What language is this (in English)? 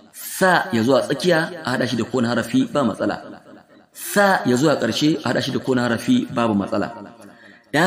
Hausa